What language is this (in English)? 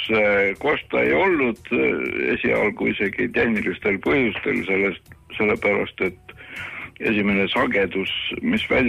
Estonian